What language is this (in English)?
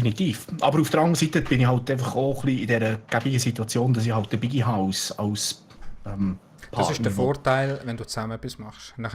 Swiss German